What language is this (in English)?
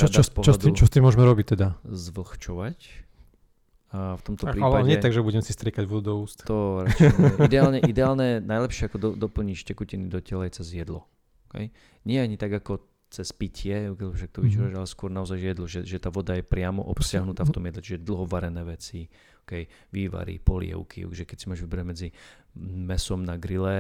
Slovak